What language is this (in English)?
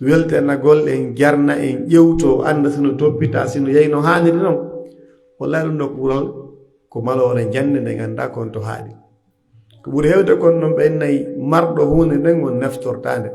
Pular